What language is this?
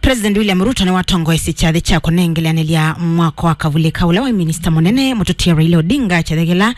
Kamba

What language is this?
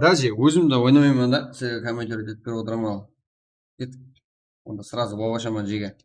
Kara-Kalpak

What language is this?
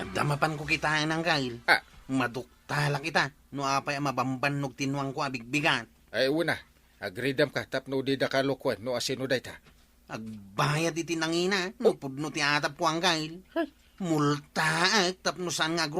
Iloko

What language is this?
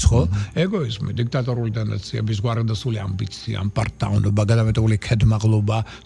Georgian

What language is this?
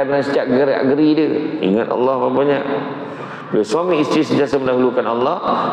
Malay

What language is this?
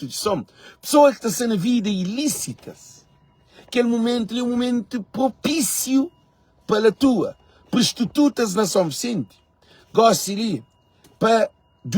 Kabuverdianu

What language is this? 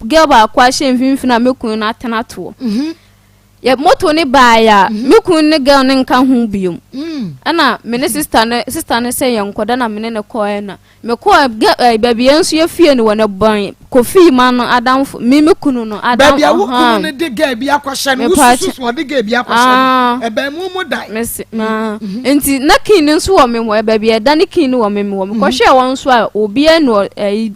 Akan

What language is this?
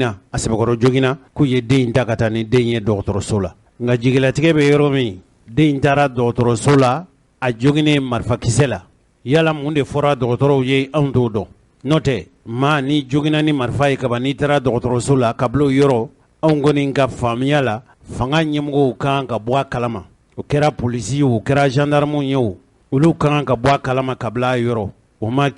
Bambara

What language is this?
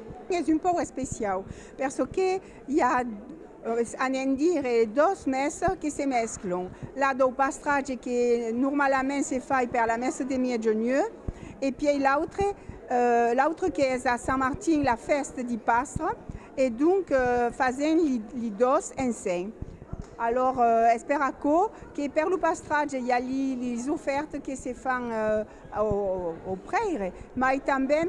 Occitan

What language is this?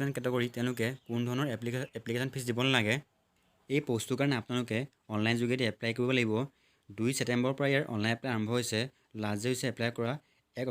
Assamese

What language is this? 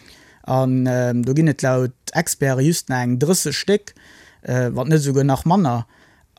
Luxembourgish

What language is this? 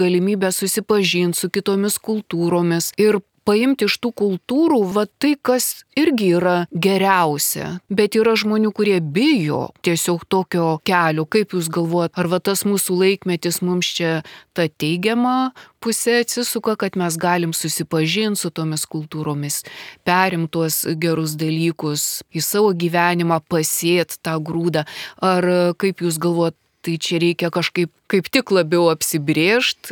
Lithuanian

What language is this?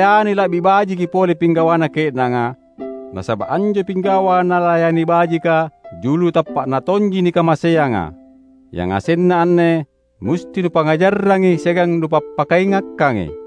Makasar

